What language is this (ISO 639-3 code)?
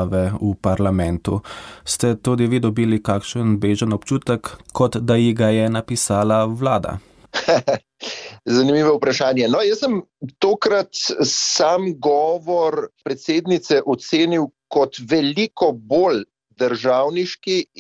slv